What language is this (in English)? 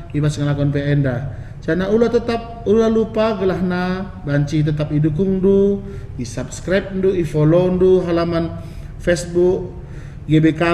Batak Karo